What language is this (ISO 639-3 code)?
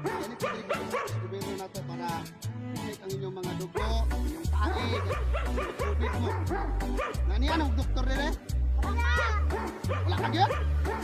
ceb